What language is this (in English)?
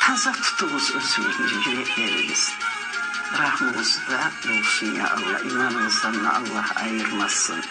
Kumyk